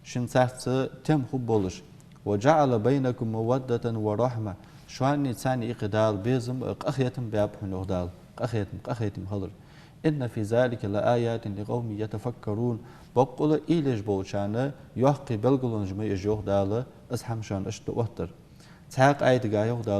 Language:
Ingush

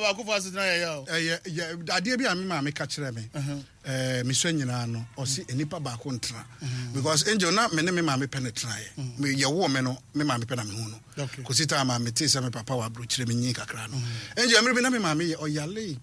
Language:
Akan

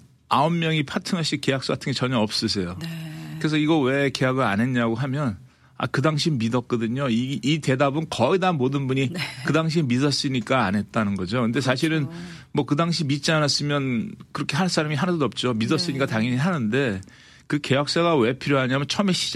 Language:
Korean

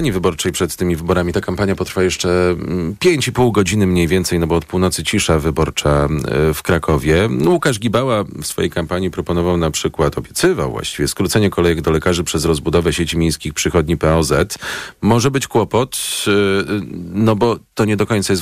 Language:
Polish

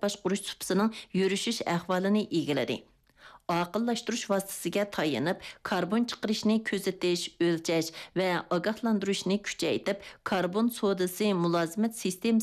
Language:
Uyghur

